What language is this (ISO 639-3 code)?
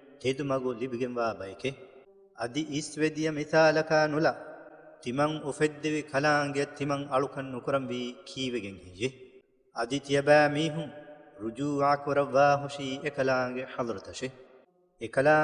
div